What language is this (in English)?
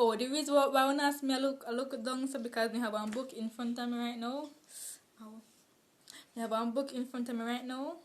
Jamaican Creole English